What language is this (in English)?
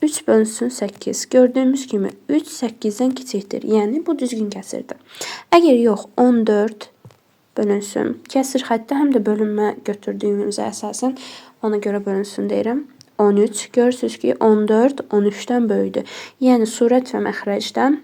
Azerbaijani